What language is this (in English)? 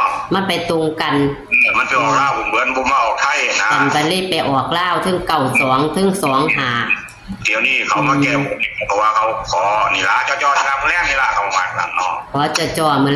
Northeastern Thai